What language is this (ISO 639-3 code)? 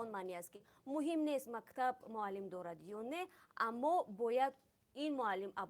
tgk